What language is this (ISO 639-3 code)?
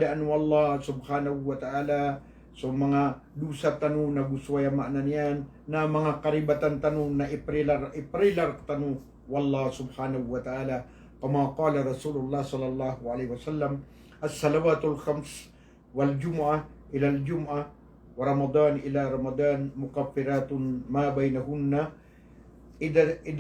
mrw